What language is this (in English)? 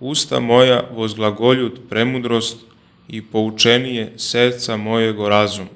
Church Slavic